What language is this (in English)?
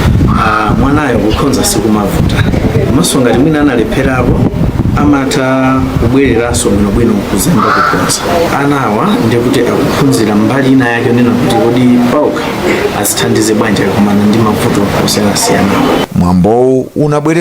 Nyanja